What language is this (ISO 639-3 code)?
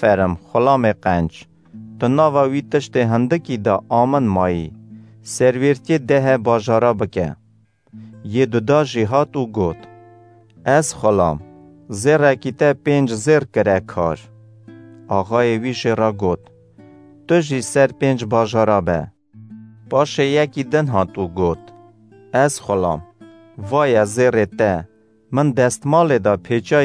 kur